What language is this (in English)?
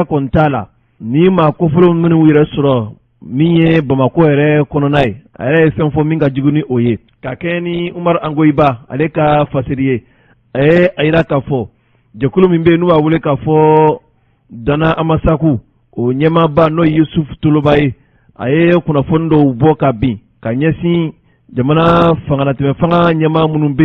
Bambara